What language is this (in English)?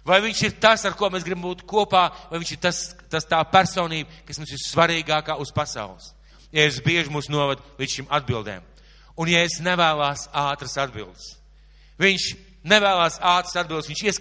Latvian